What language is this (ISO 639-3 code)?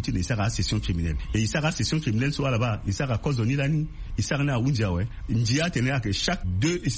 sag